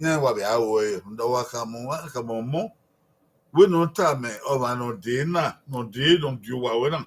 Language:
Bini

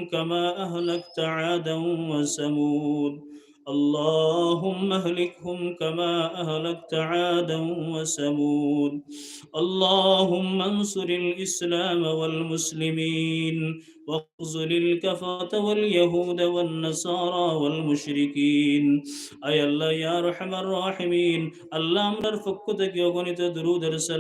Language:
Sylheti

